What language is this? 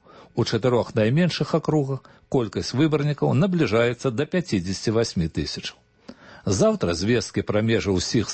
Belarusian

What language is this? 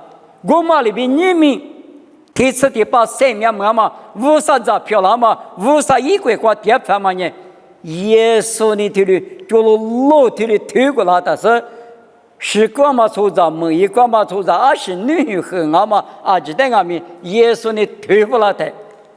Lisu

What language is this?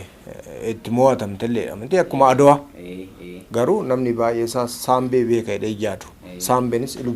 Oromo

